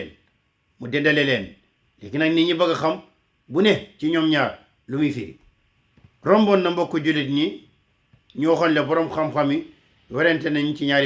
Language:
Wolof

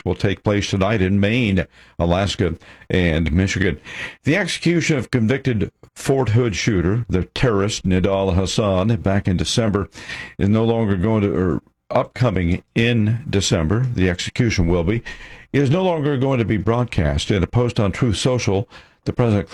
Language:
English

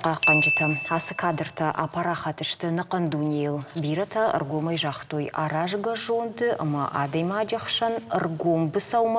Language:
Ossetic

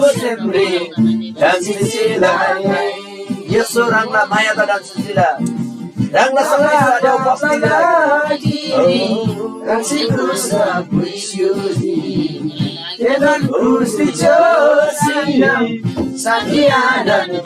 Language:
Eastern Tamang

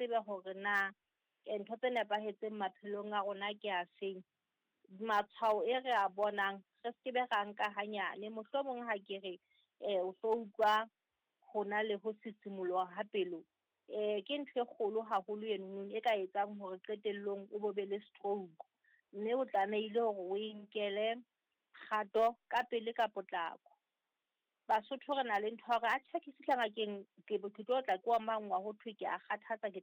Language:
Southern Sotho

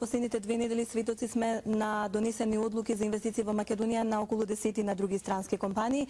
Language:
Macedonian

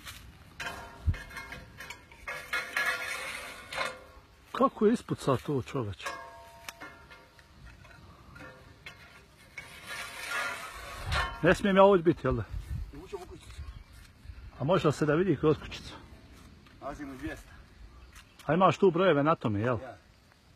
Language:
Bosnian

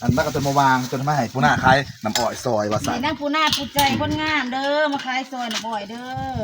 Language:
Northeastern Thai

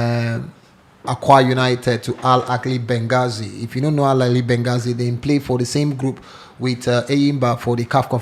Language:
Nigerian Pidgin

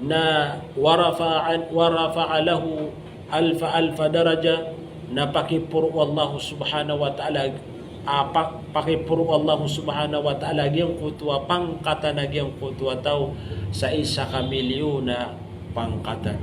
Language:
Maranao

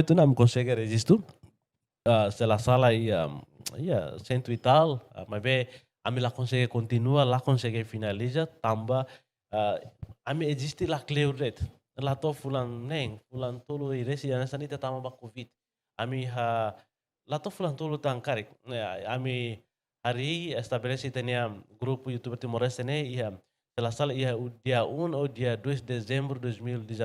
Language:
Tetum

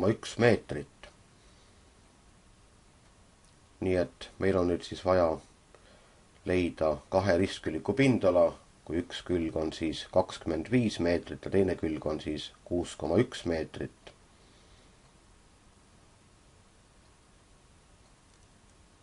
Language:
Estonian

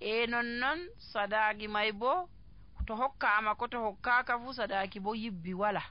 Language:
Nigerian Fulfulde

